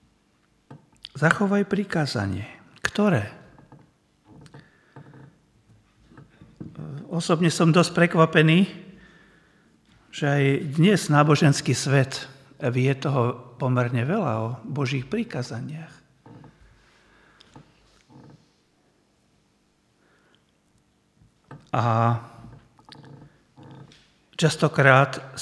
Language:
Slovak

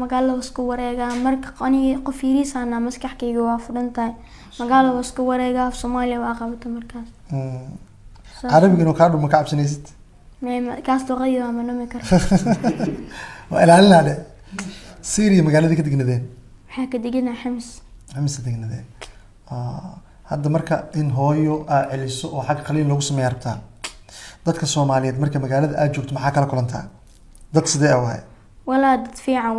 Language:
Somali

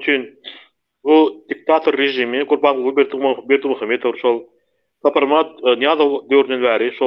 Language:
Turkmen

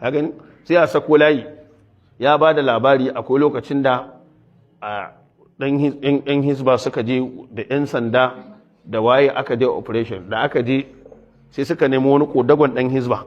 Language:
Hausa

